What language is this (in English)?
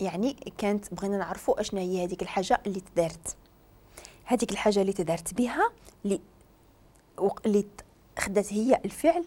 Moroccan Arabic